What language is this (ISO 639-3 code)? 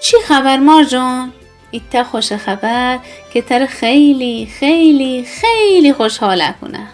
glk